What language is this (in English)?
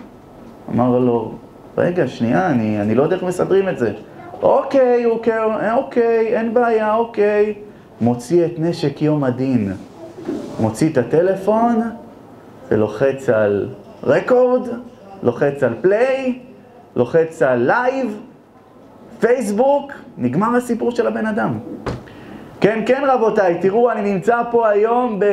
Hebrew